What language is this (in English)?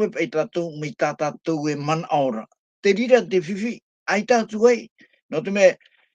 Tahitian